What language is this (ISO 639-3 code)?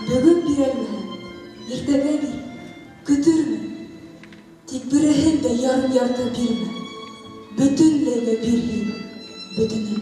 bak